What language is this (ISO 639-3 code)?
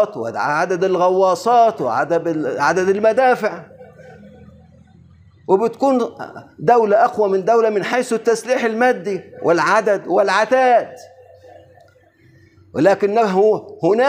ara